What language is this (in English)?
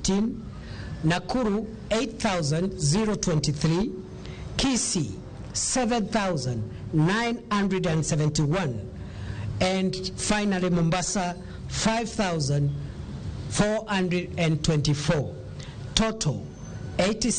Luo (Kenya and Tanzania)